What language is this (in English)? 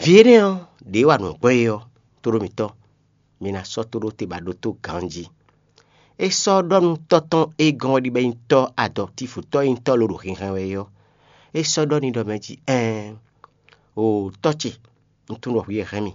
Fon